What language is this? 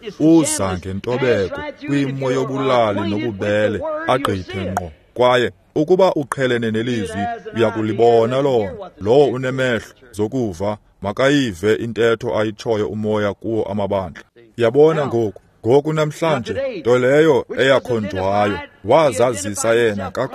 Xhosa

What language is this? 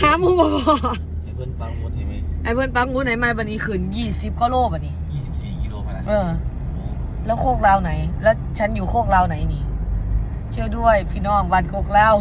Northeastern Thai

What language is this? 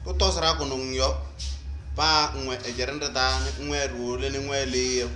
Kabiyè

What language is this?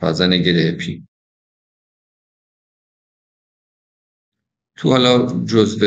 Persian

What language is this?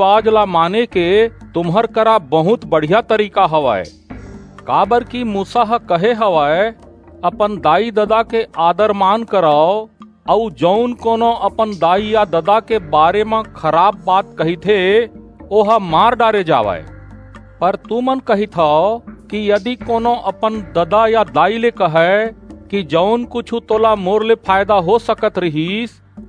Chhattisgarhi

